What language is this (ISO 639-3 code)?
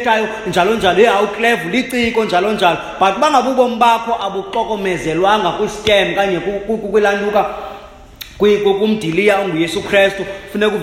xho